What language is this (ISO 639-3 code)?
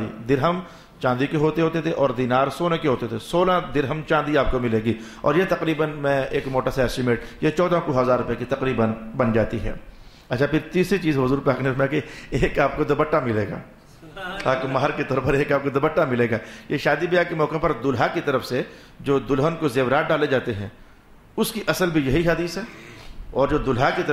urd